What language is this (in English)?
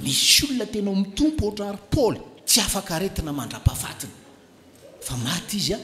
Malagasy